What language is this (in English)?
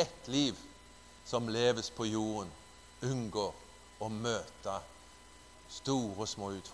Norwegian